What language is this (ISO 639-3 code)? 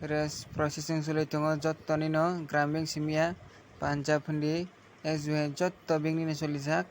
trp